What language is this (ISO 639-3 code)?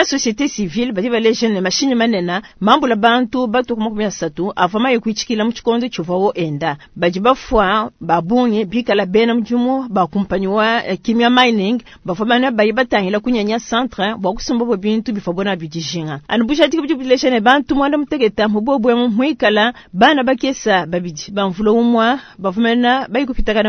lua